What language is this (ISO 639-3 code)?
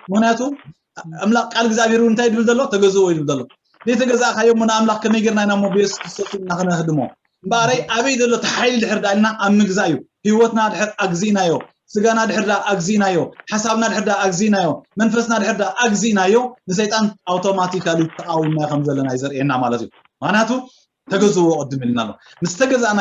tir